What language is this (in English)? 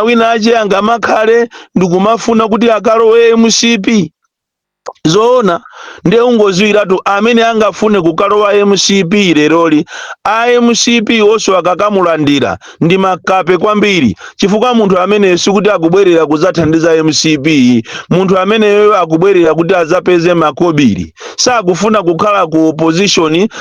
Nyanja